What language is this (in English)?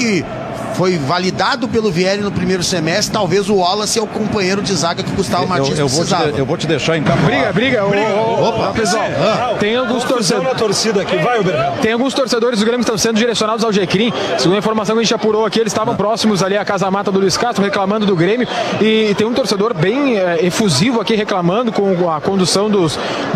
Portuguese